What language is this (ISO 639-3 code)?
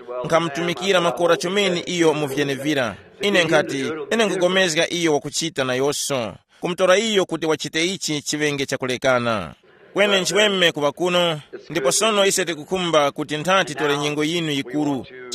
tum